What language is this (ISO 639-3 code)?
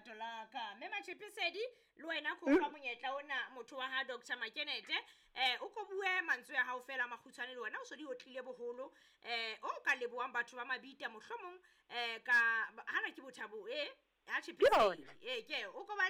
sot